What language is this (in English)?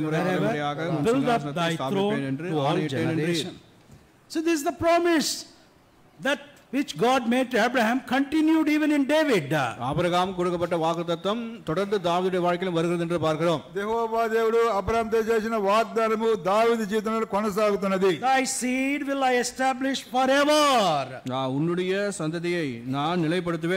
Tamil